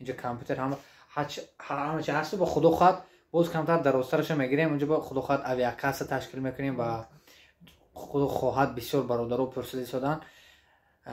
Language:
Tajik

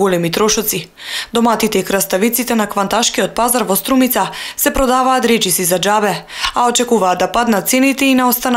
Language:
Macedonian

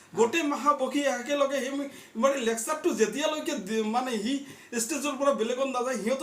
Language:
Assamese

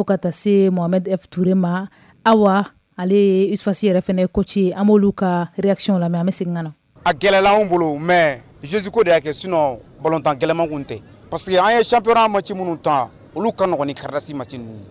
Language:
Bambara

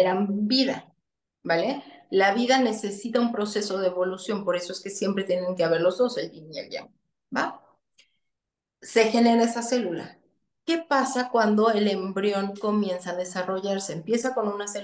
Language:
Spanish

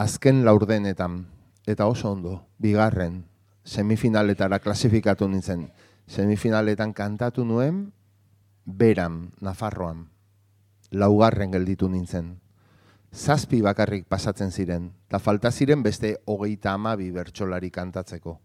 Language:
Basque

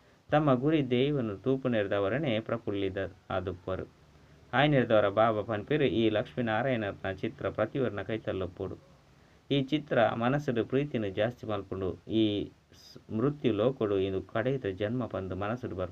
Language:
Tulu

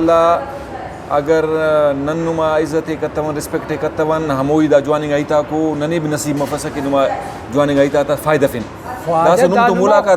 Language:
Brahui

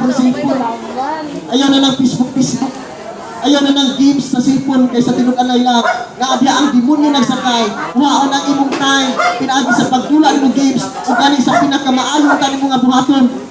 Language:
Cebuano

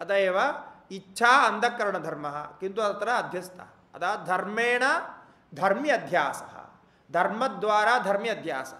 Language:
Sanskrit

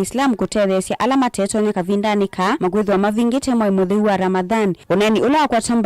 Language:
Kamba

